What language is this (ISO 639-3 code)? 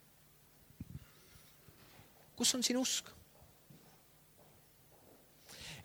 est